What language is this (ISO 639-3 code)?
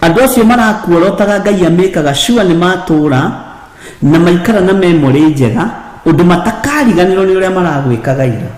kik